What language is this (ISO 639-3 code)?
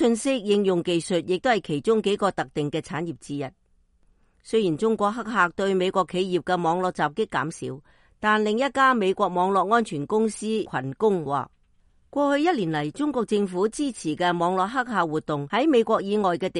yue